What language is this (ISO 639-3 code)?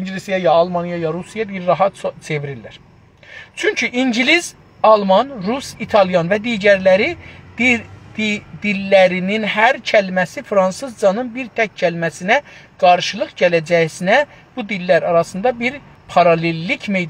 azb